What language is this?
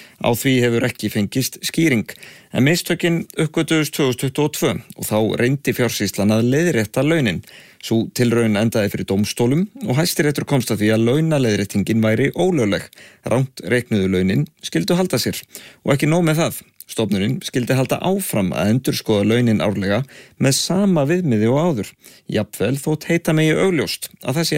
Icelandic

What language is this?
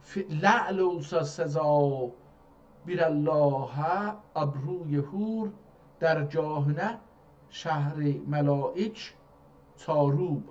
South Azerbaijani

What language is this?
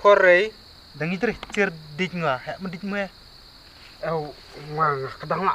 Khasi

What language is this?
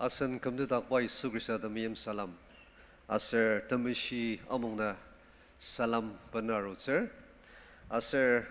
Ao Naga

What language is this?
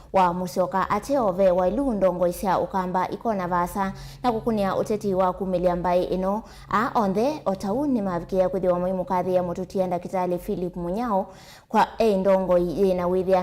Kamba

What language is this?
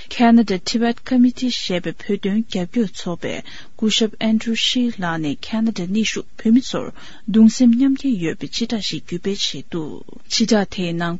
Tibetan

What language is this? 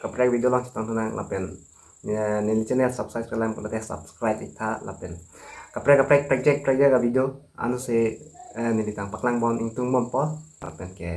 Karbi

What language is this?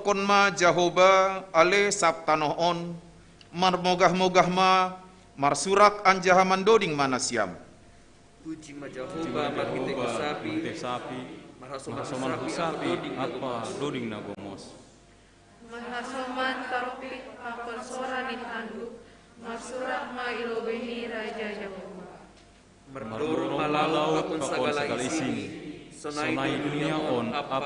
Batak Simalungun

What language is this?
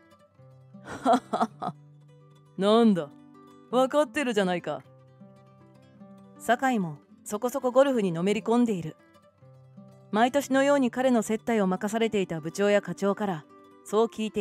Japanese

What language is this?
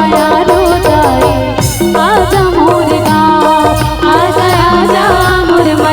Chhattisgarhi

